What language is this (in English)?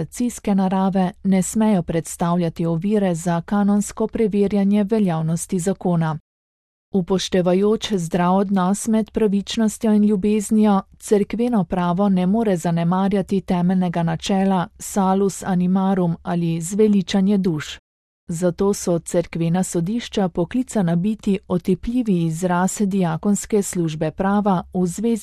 Slovenian